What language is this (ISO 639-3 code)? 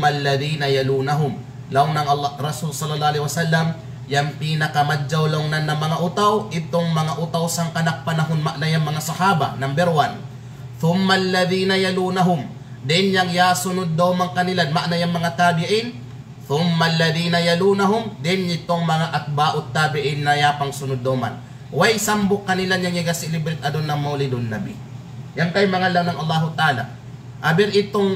kqe